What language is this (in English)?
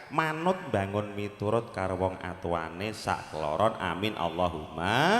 Javanese